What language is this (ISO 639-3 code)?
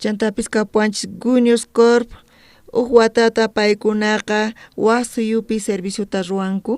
quh